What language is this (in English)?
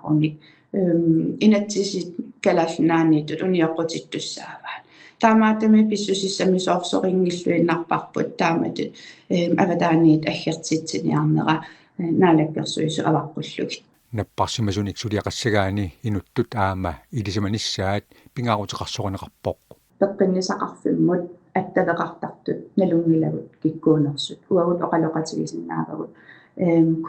Kalaallisut